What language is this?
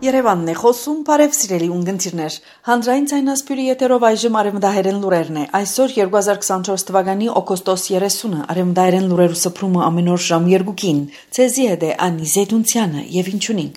Armenian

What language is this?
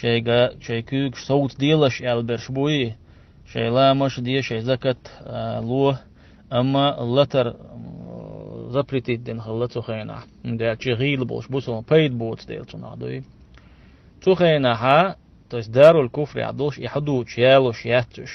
Chechen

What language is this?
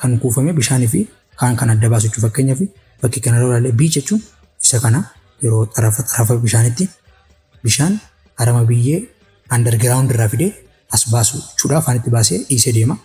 Oromo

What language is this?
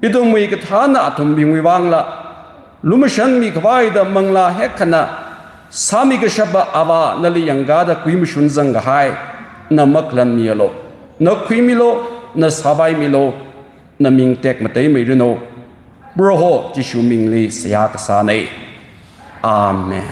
Tangkhul Naga (India)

